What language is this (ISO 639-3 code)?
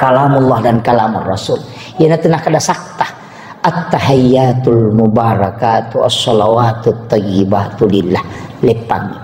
bug